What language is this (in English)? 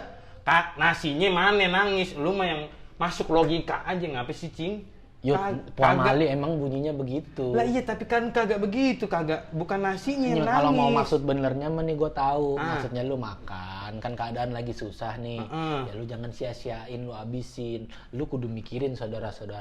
Betawi